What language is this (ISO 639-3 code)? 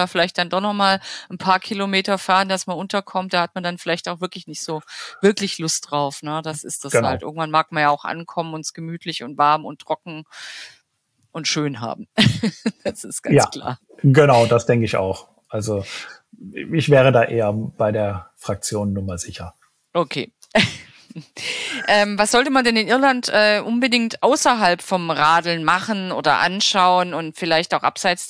deu